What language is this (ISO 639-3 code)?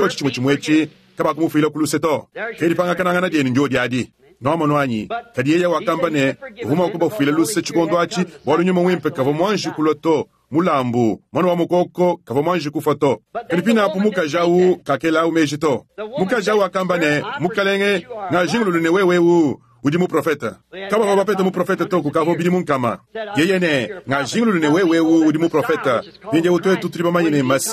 lua